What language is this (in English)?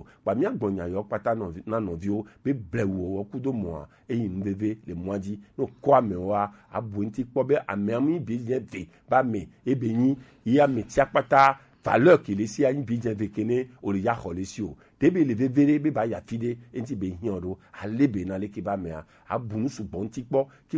Gen